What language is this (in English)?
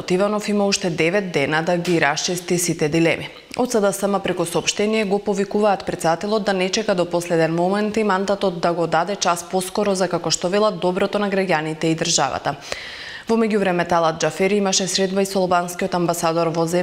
Macedonian